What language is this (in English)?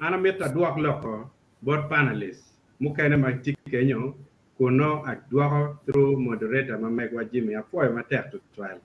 Acoli